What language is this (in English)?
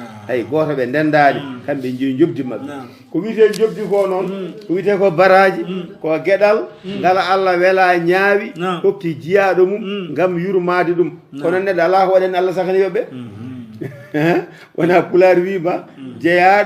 Fula